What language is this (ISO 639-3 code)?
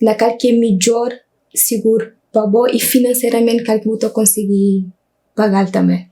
kea